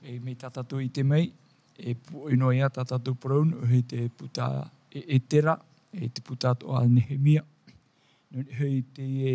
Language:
Tahitian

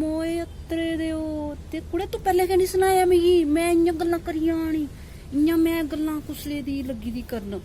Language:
Dogri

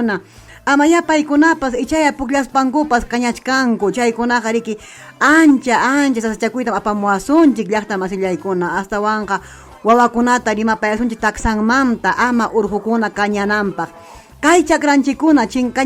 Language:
Ayacucho Quechua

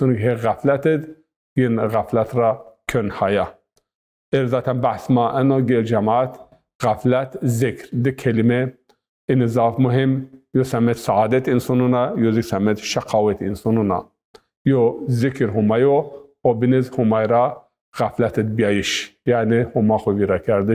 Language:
Zaza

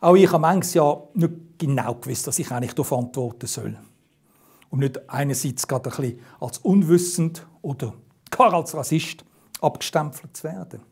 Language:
Swiss German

